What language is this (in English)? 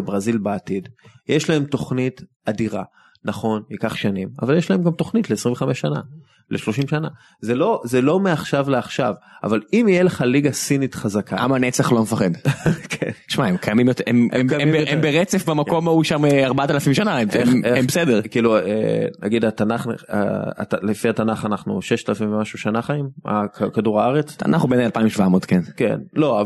Hebrew